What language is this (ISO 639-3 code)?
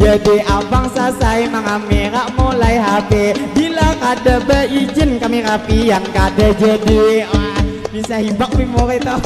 bjn